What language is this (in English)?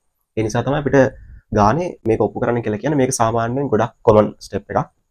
Sinhala